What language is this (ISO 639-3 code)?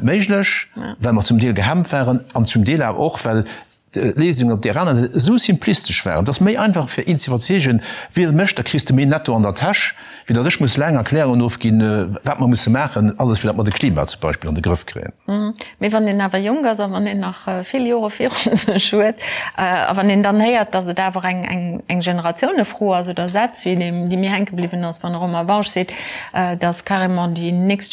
ltz